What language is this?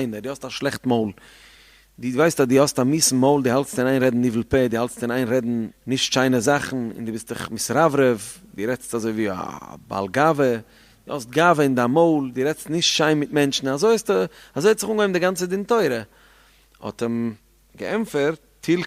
Yiddish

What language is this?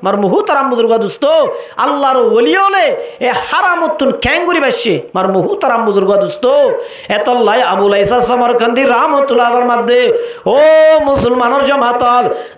Rohingya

